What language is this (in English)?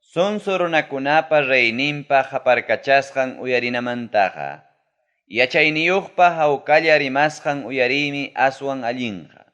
Ayacucho Quechua